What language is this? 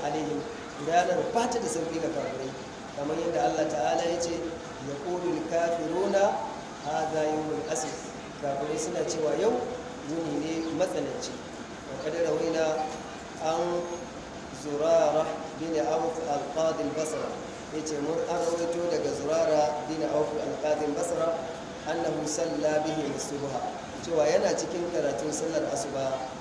Hausa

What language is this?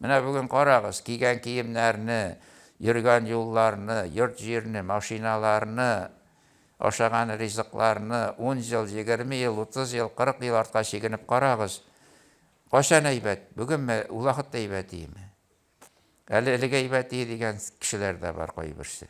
Tatar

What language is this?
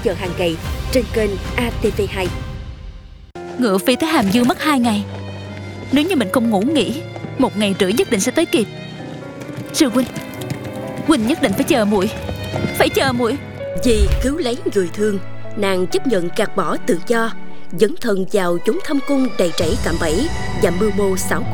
Vietnamese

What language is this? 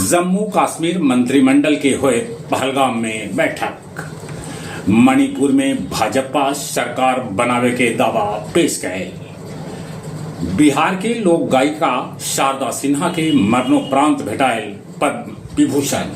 Magahi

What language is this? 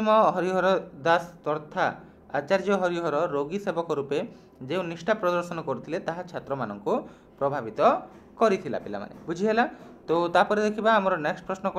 Odia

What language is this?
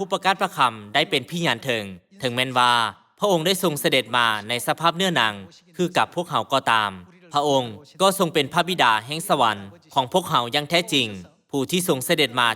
Lao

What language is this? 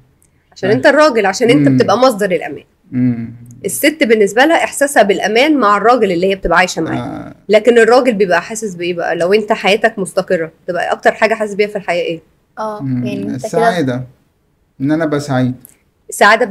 Egyptian Arabic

